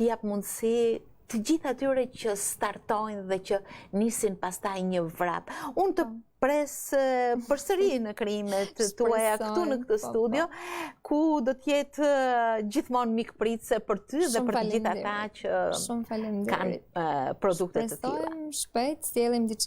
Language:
Albanian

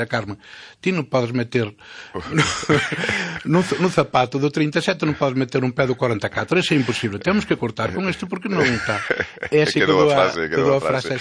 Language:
Galician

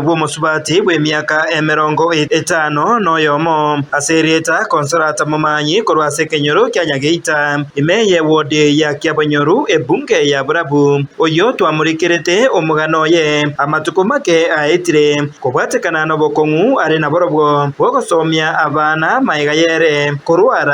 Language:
Gusii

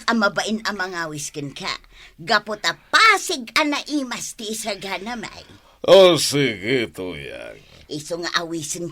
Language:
Iloko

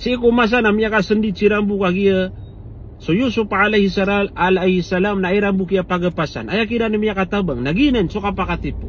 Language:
Maranao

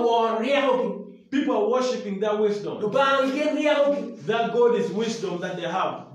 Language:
Acoli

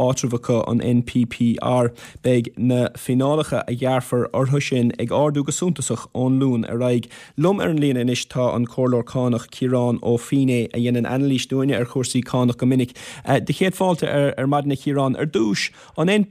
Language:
Irish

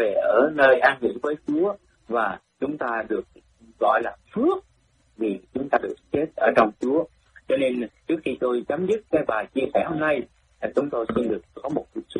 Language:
Vietnamese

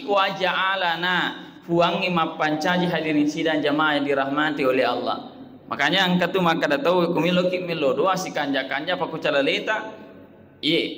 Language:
Buginese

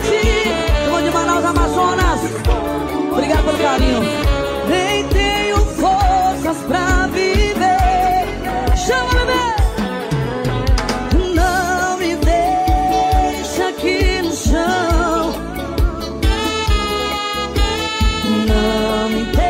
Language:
Portuguese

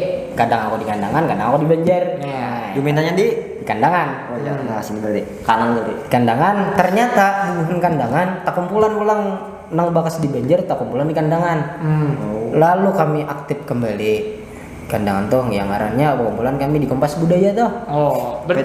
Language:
Banjar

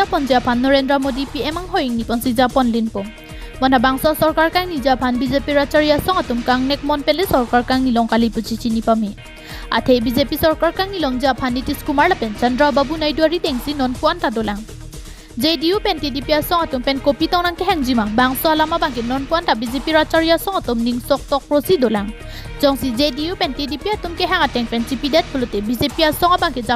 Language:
Karbi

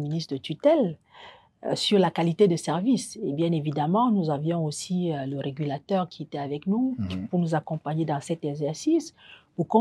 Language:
French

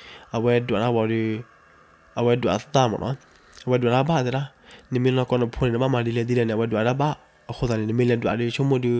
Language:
S'gaw Karen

